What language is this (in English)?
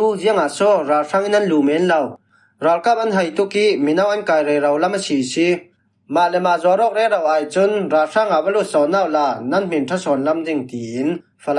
Falam Chin